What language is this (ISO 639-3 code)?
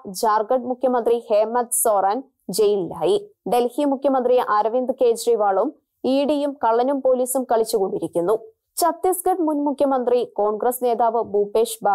mal